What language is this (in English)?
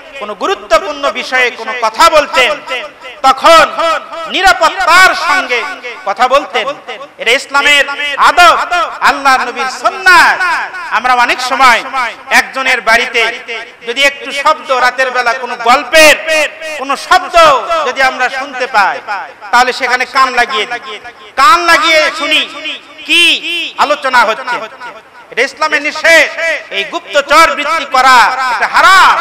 Bangla